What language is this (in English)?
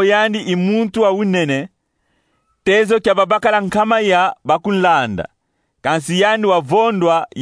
Kongo